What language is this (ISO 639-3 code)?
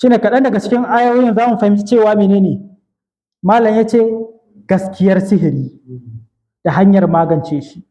hau